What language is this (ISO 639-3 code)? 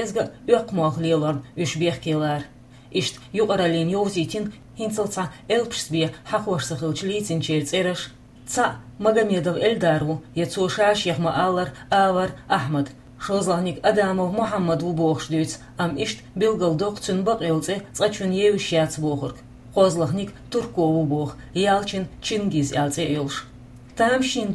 che